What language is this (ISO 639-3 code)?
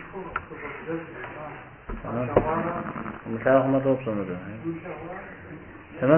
kbd